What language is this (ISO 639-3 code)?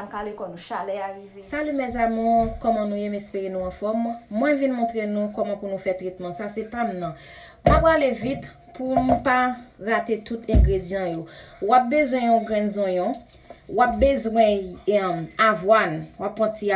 hat